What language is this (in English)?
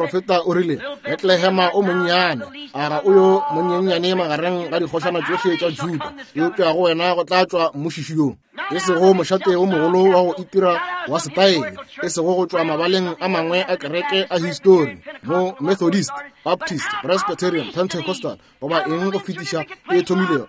Northern Sotho